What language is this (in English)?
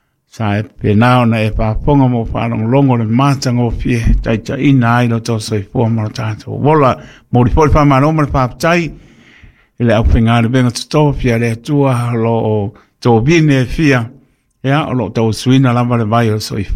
Samoan